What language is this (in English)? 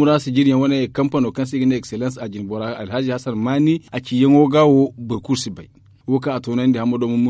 Zarma